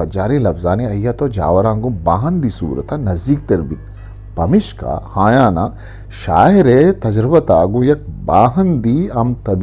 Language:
Eastern Balochi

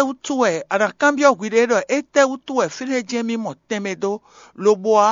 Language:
Fon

